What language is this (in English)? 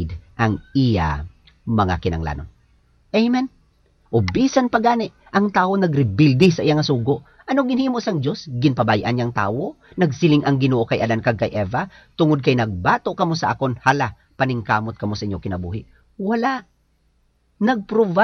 Hiligaynon